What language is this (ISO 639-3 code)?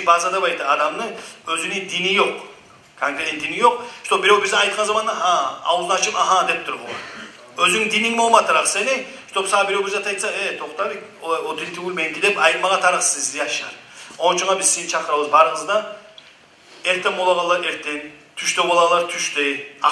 kum